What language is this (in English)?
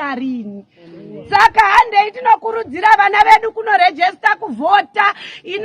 Shona